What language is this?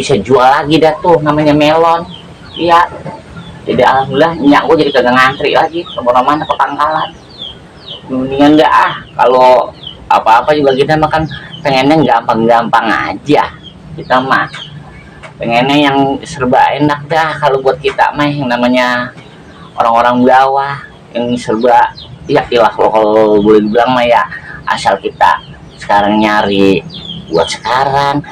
Betawi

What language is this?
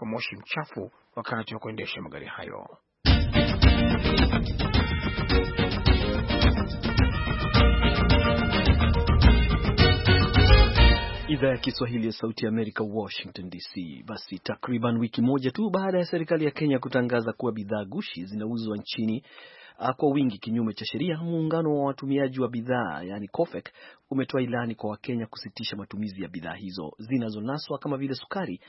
Swahili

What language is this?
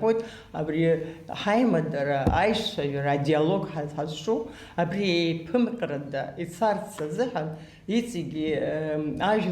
Abkhazian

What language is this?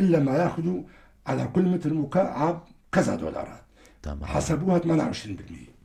North Levantine Arabic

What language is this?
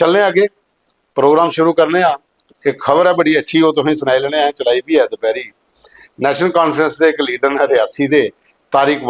Dogri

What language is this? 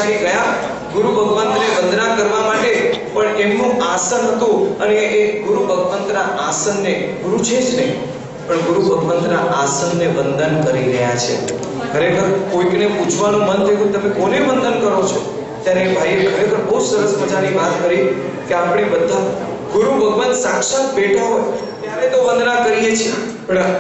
Gujarati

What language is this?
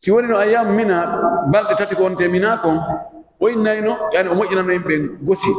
Pular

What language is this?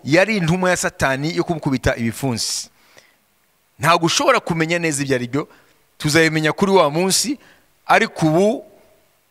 Kinyarwanda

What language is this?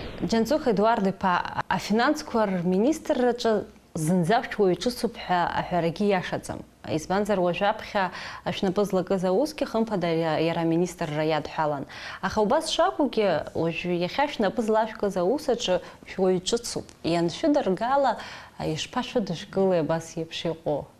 Abkhazian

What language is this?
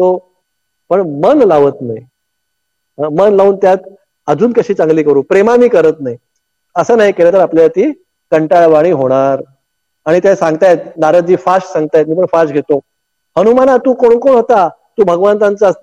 Marathi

